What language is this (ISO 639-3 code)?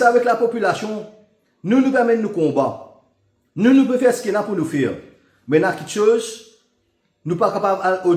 mfe